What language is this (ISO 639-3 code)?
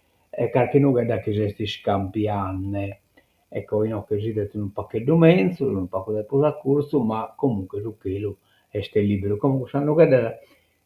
srd